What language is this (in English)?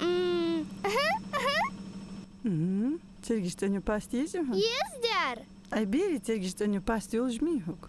Ingush